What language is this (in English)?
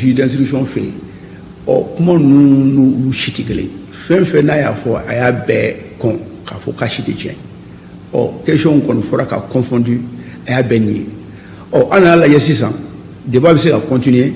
Bambara